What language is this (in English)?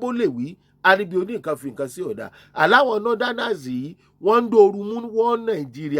Yoruba